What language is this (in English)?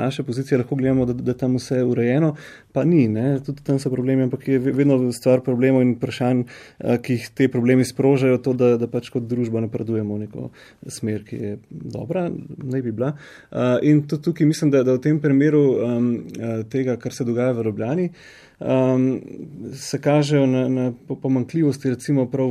Slovenian